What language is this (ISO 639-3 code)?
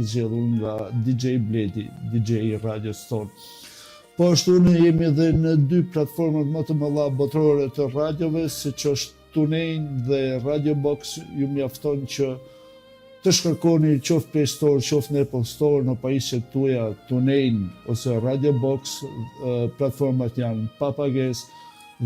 sqi